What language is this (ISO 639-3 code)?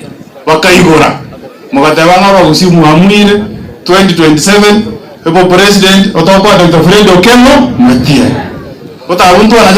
guz